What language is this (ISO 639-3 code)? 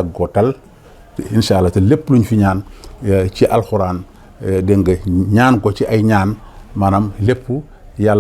wol